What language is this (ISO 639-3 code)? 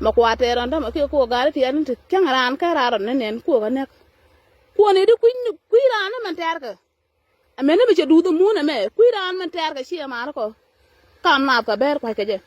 nus